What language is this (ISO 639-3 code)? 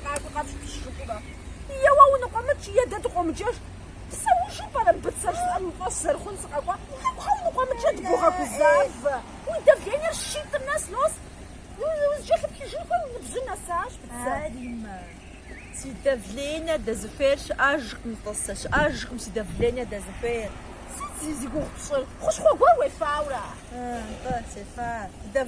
kbd